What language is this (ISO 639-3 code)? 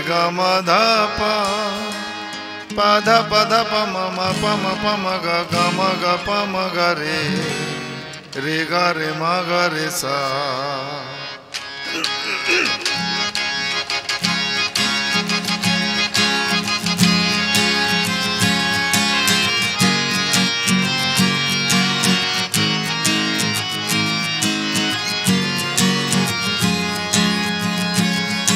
hin